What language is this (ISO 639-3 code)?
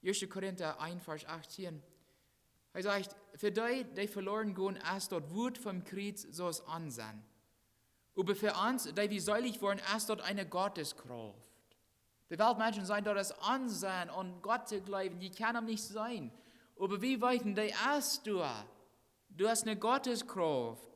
pdt